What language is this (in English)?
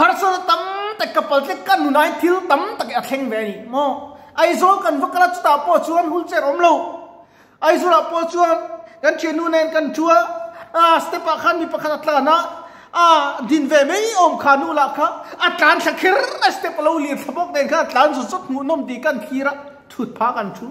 Mizo